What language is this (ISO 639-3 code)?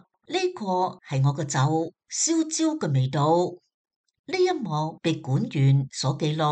yue